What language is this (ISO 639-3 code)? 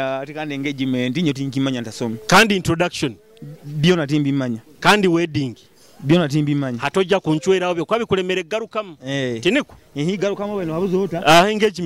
nyo